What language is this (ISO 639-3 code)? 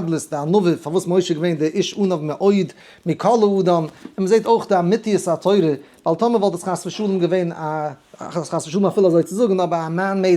yid